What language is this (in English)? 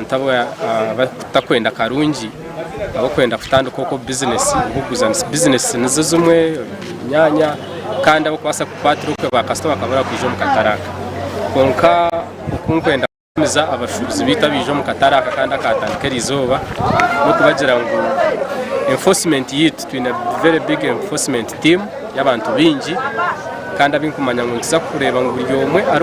Nyankole